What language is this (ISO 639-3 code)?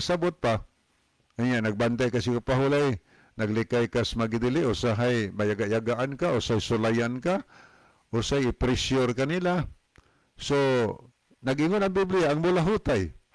ceb